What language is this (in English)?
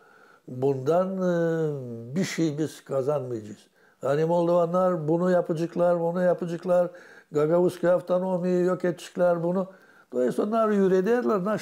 Gagauz